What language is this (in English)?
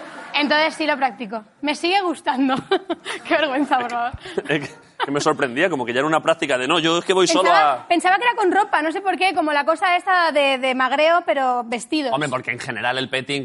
Spanish